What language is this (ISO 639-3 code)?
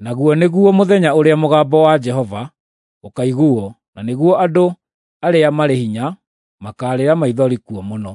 kik